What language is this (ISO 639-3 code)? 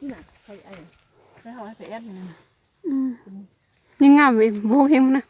lao